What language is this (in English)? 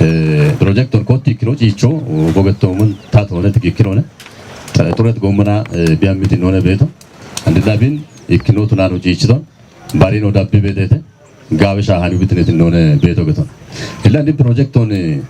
Kafa